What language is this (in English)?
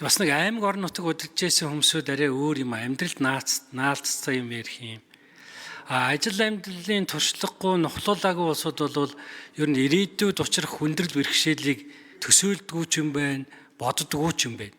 Mongolian